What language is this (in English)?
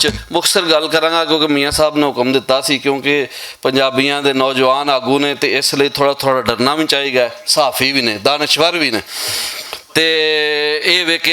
Western Panjabi